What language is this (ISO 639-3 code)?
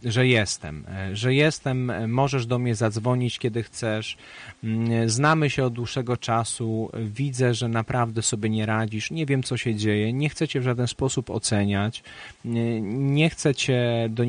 pol